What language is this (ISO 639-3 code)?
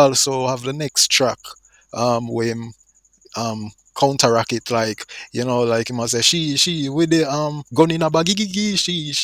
jam